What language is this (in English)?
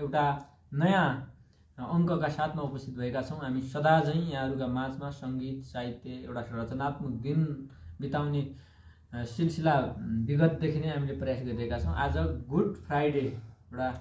Nepali